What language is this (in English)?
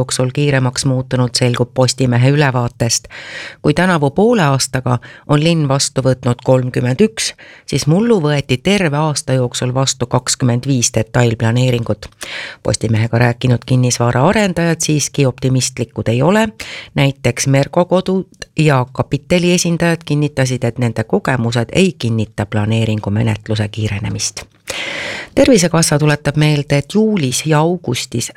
Estonian